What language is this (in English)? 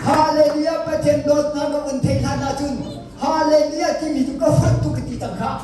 Hakha Chin